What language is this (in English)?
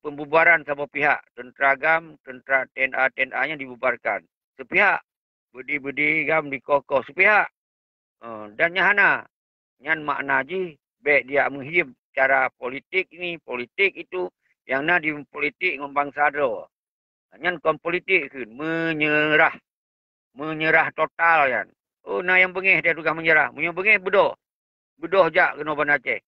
Achinese